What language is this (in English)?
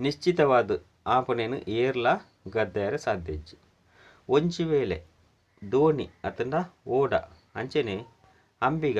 Tulu